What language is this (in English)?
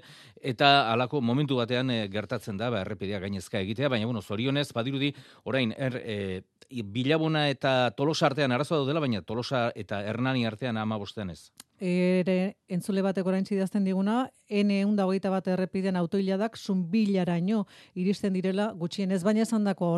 Basque